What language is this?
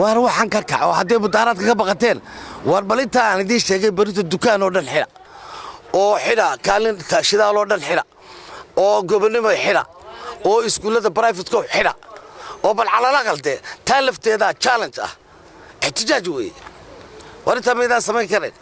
Somali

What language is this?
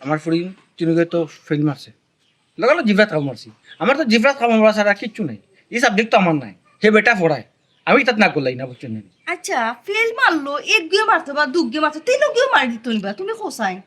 Sylheti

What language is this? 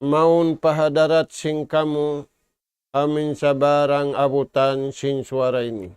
Tausug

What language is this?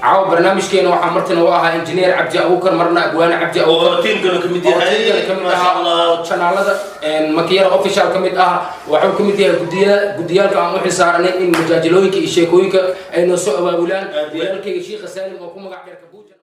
Somali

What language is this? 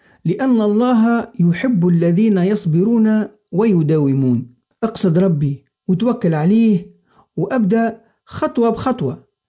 Arabic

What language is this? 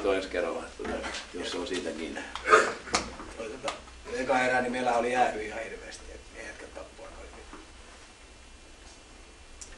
Finnish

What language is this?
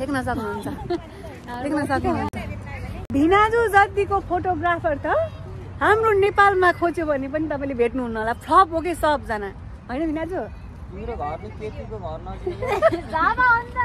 Nepali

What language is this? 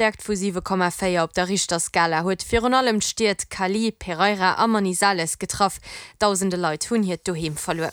Luxembourgish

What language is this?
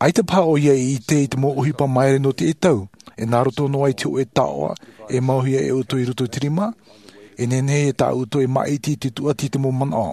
Tahitian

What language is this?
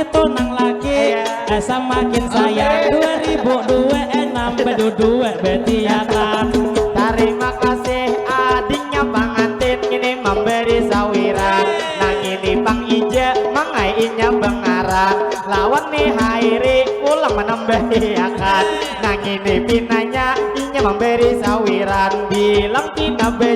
Banjar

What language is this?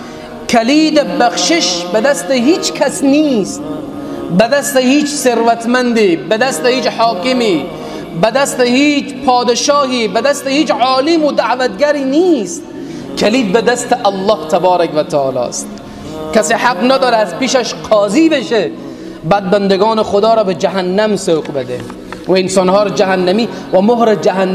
Persian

